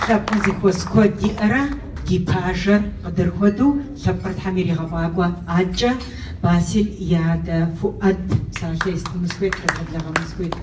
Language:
Kabardian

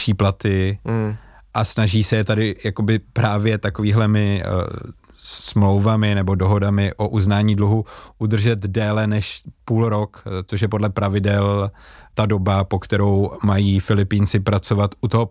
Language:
Czech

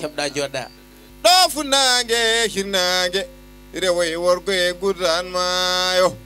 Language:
Fula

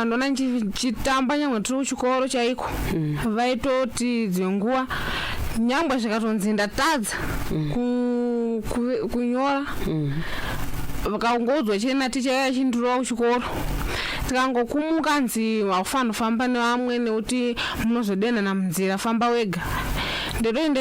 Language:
Shona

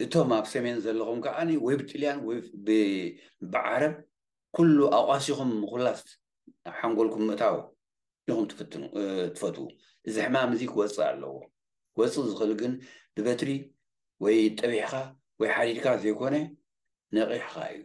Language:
Tigrinya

